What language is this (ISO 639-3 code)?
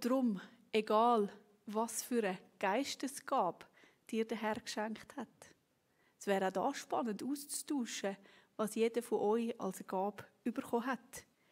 gsw